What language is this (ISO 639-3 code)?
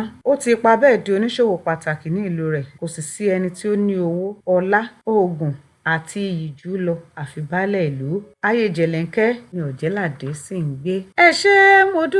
yor